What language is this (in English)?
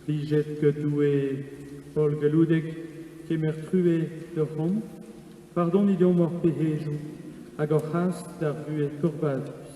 Breton